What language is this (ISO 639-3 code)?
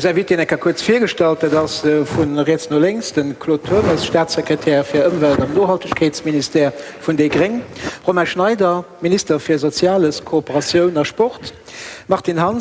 ltz